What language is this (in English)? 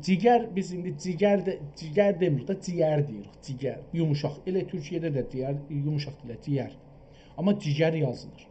South Azerbaijani